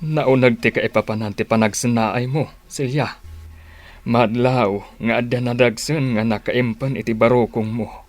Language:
Iloko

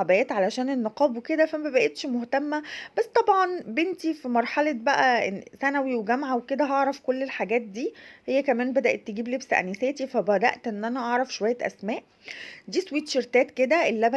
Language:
Egyptian Arabic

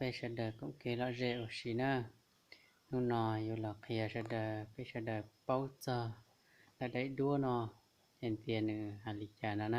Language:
Hmong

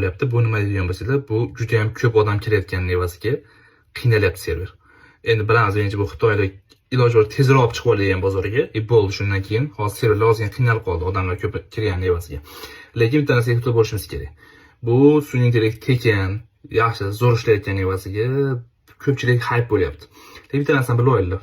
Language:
Uzbek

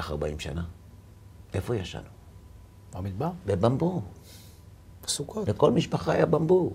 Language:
Hebrew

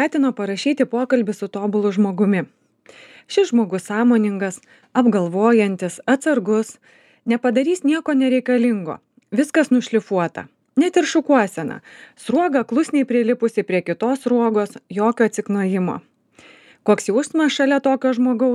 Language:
Lithuanian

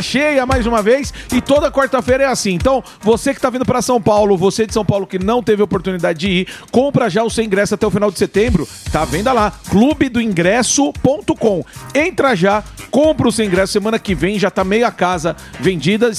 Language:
Portuguese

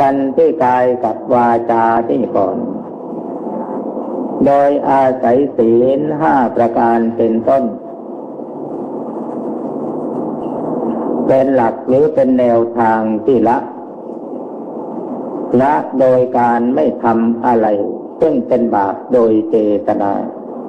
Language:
Thai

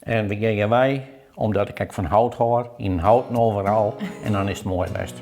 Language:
Western Frisian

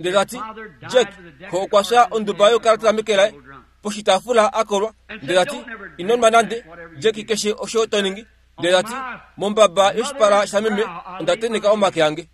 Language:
Kuanyama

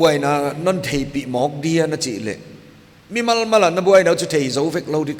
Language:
Paite Chin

